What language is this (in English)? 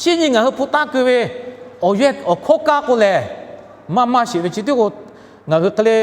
Lahu